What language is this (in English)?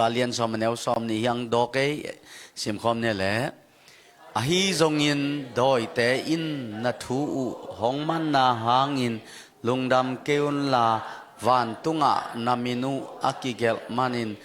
Tedim Chin